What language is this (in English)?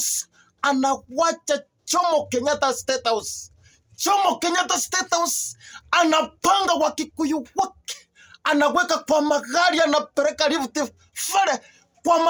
Swahili